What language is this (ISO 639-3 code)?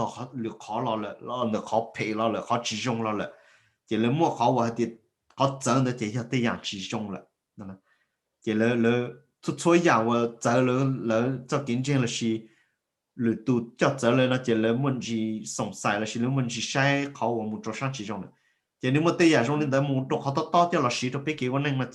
hmn